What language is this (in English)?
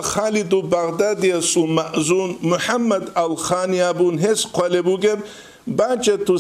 Avaric